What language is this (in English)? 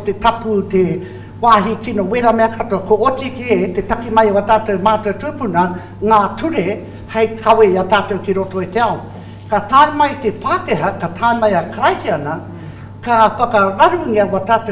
Māori